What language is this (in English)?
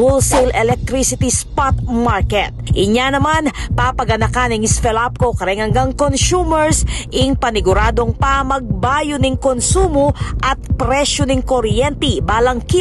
Pampanga